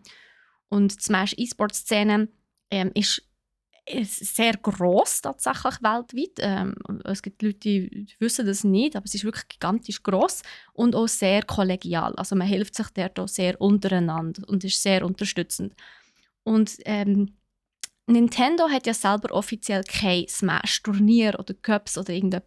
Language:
Swiss German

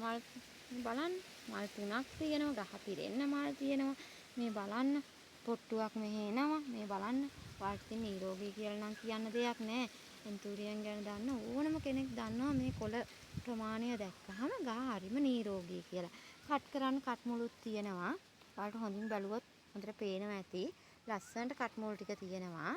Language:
Sinhala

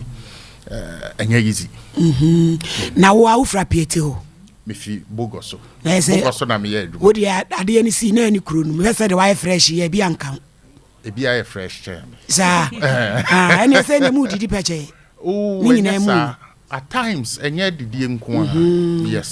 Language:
Akan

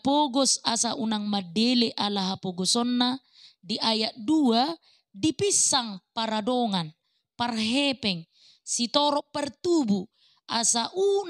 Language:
Batak Toba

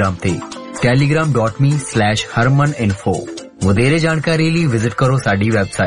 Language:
Punjabi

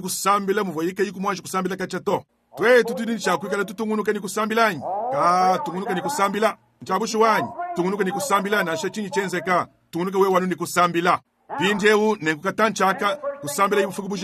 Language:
Luba-Lulua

